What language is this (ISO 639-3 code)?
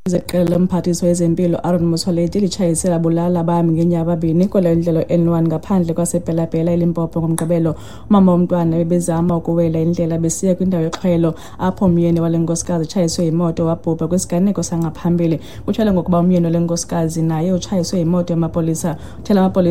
xho